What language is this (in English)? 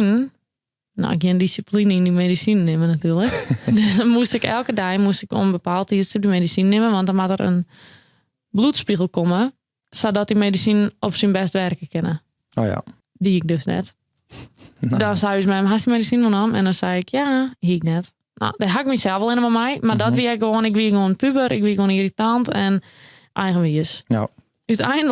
Western Frisian